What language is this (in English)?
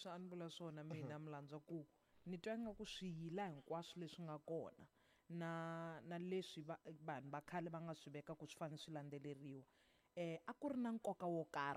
Tsonga